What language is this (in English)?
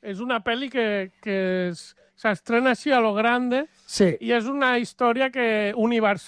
Catalan